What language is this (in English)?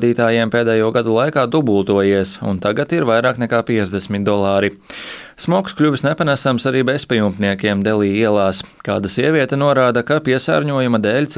Latvian